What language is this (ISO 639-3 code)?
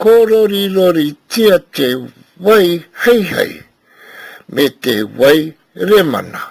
mri